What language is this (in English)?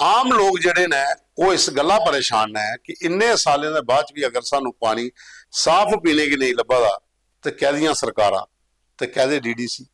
Dogri